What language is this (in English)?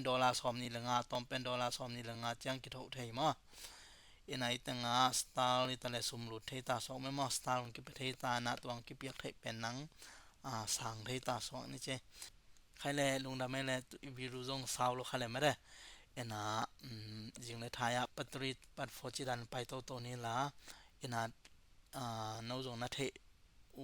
Tedim Chin